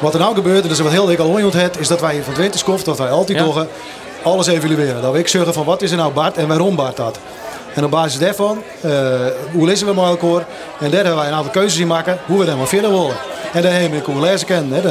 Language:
Western Frisian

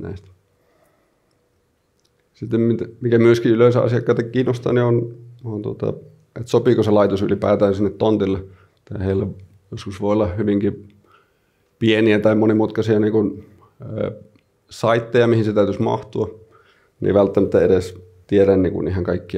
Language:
Finnish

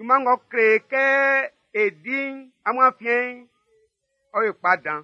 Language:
Baoulé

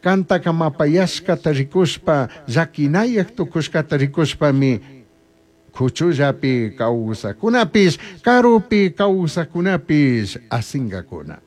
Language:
Chimborazo Highland Quichua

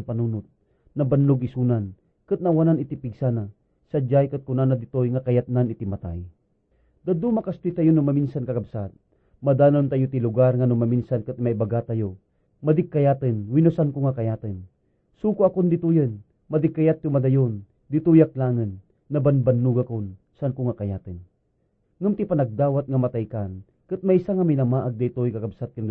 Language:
Iloko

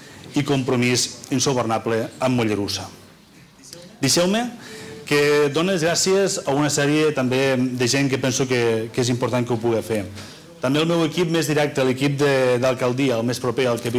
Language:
Catalan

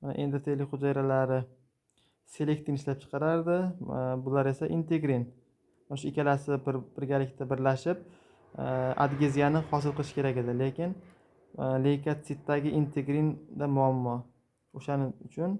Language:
Uzbek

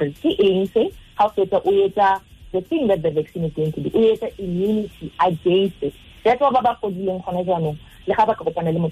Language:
Tswana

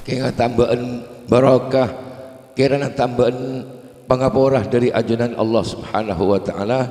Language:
Madurese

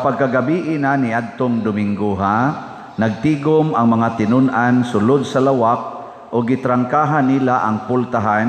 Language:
Cebuano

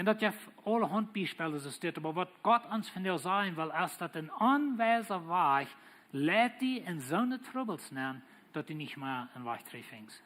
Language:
Plautdietsch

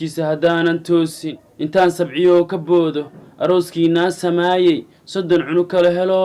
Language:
Somali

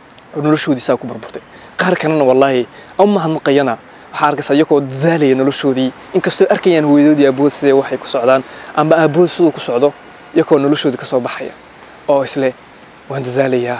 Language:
Somali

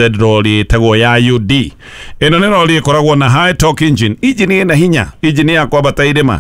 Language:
Kikuyu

